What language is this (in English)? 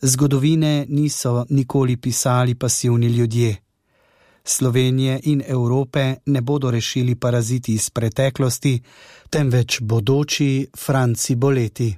Slovenian